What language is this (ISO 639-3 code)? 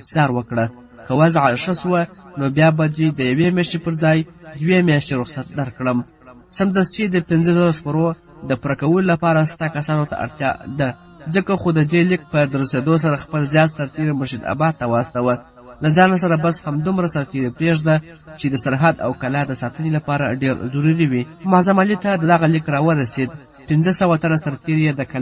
pus